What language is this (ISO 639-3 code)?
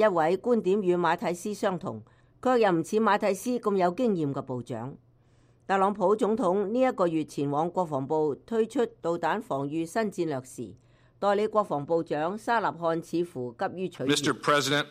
yue